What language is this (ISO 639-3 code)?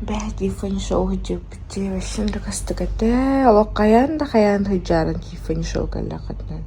sah